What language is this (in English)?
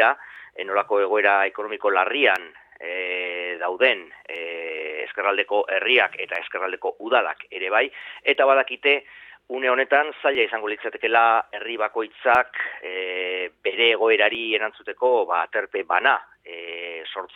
Basque